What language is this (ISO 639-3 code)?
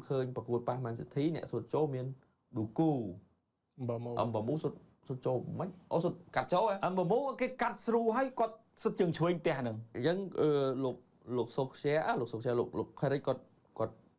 khm